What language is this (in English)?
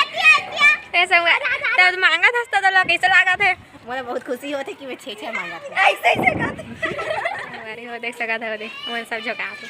Chhattisgarhi